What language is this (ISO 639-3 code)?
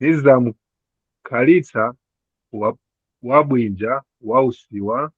nya